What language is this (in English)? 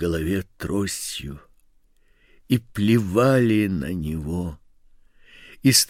Russian